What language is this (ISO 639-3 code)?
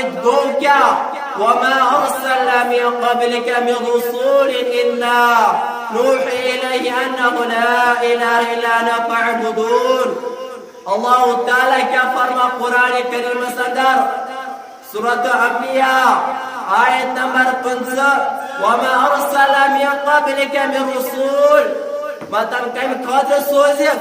kas